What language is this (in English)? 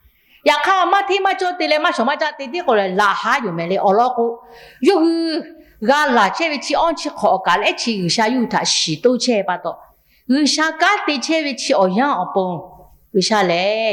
Lahu